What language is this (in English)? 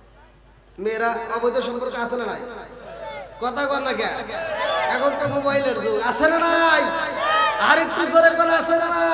Bangla